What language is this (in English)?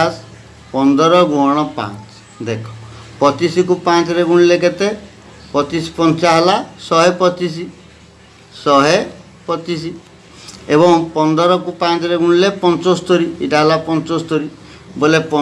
Odia